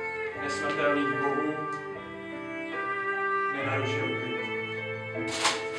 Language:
Czech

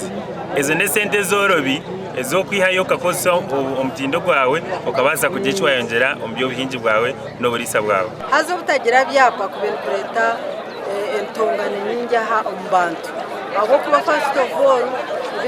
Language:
Nyankole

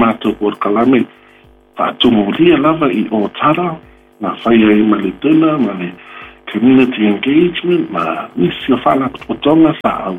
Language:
Samoan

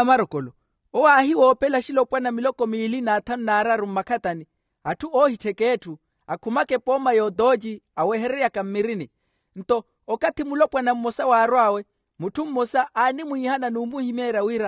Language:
Makhuwa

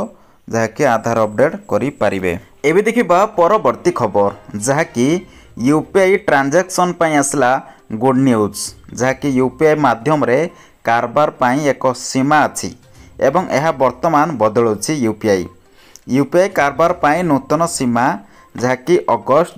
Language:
Odia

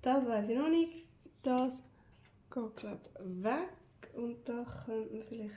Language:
Swiss German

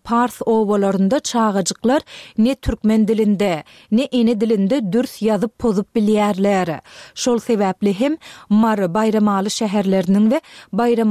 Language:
Turkmen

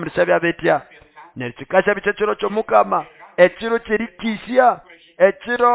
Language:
Nande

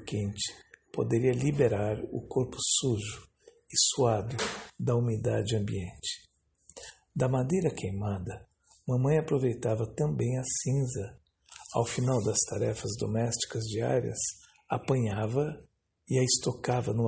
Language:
Portuguese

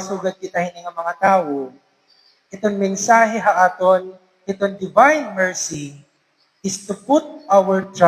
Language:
Waray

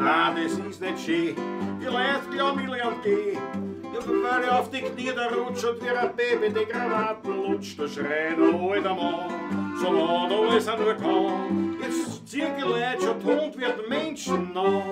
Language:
Bavarian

